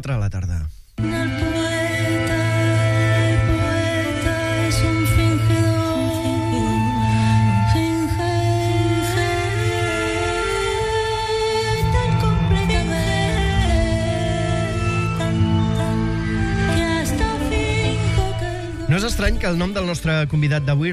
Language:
Catalan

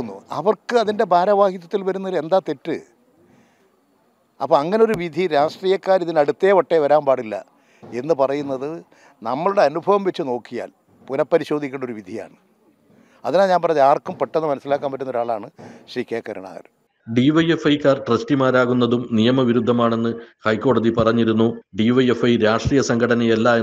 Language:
Malayalam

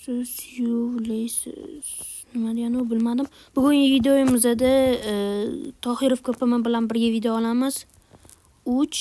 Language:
Uzbek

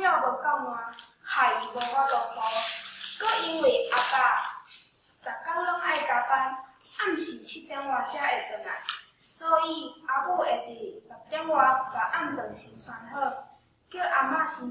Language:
Min Nan Chinese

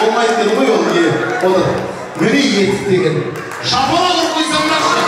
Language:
Kara-Kalpak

